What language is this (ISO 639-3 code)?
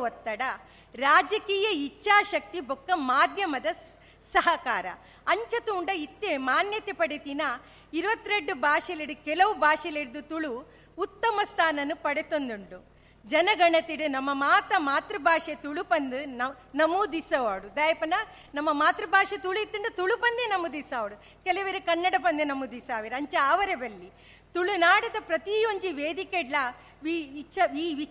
tcy